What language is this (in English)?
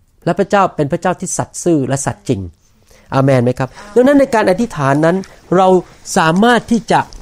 Thai